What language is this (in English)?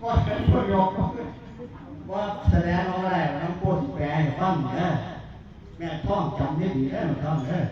Northeastern Thai